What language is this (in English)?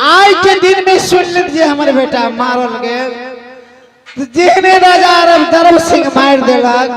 Maithili